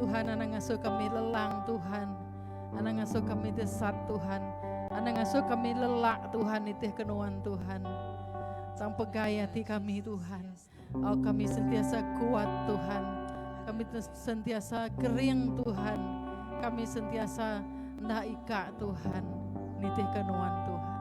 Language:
Iban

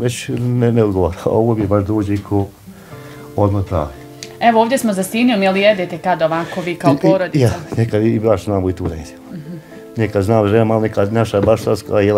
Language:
Bosnian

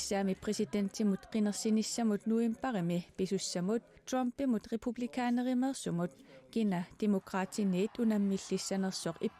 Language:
Kalaallisut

